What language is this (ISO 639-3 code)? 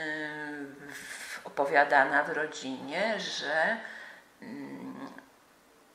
pol